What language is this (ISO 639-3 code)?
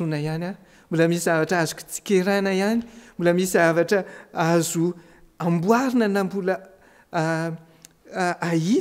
mlg